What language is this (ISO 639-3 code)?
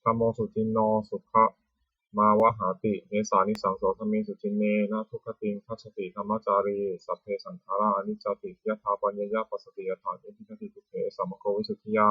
pli